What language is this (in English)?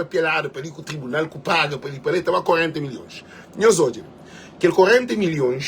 Kabuverdianu